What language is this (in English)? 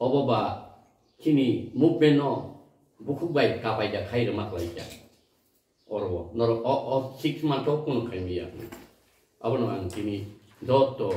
Kok Borok